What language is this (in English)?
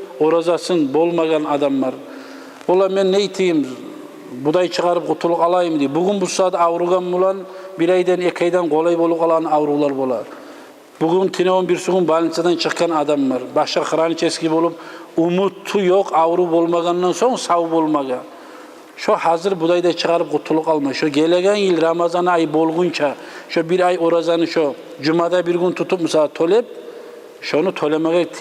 Kumyk